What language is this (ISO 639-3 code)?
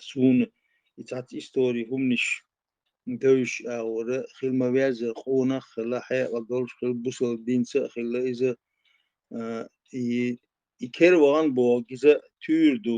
che